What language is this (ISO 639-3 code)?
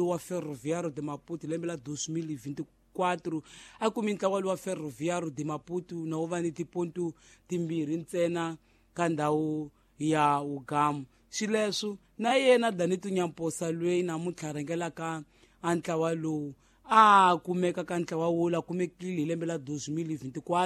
tso